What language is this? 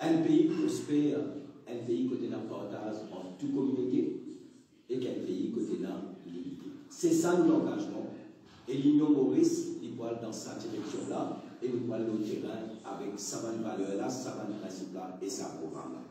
Morisyen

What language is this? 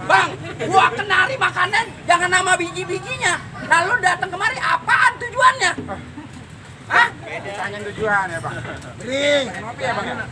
Betawi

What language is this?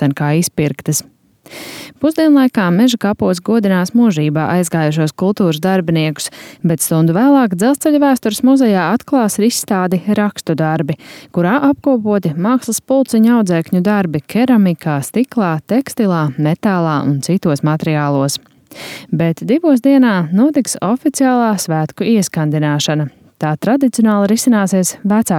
Latvian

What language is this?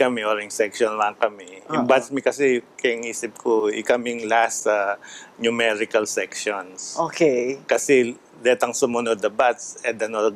Pampanga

